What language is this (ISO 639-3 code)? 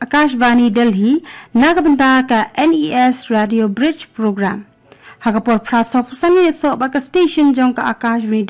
kha